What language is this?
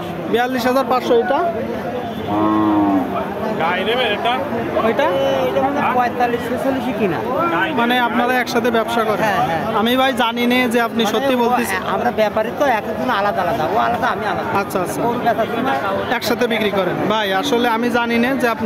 Bangla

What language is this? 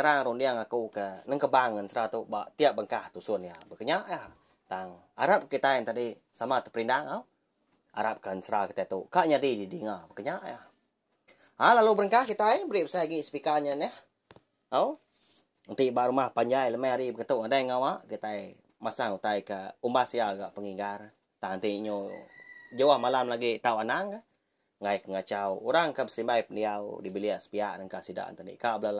Iban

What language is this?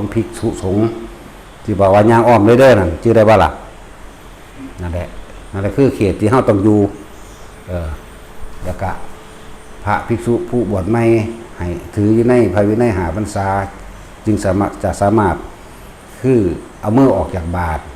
Northeastern Thai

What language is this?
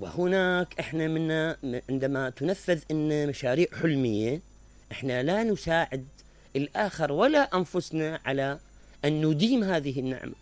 Mesopotamian Arabic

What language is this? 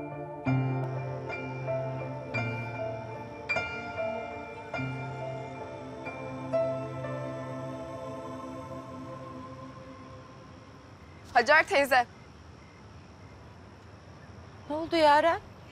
Turkish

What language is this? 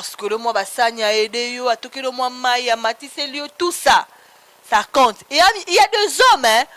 Lingala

